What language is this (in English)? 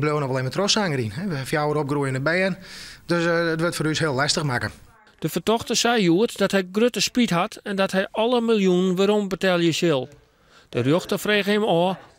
Western Frisian